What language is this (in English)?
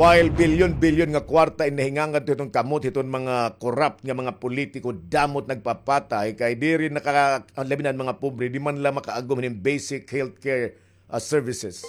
Waray